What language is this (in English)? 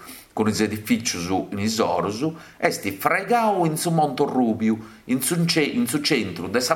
Sardinian